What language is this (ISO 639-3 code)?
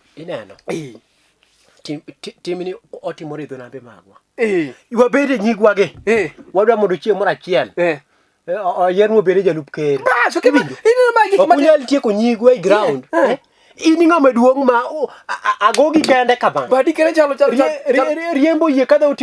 luo